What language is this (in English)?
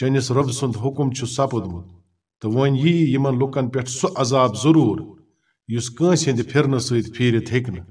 Kashmiri